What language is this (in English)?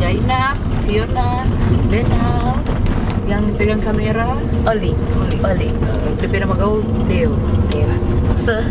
Manado Malay